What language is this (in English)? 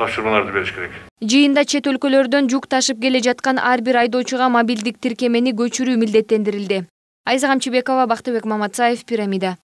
Kyrgyz